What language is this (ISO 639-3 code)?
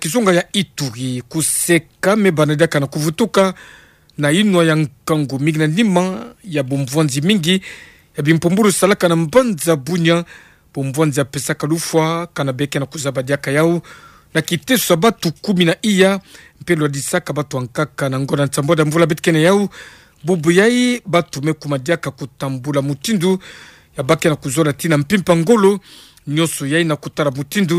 ktu